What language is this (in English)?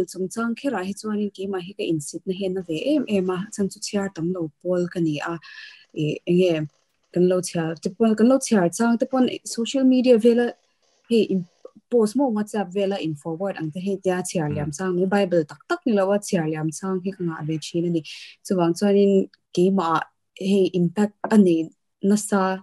Mizo